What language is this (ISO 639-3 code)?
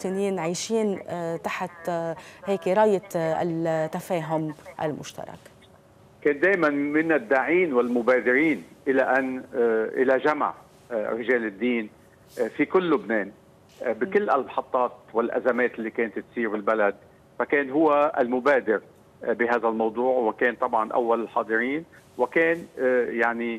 apc